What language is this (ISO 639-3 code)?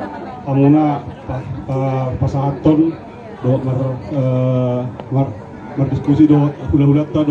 bbc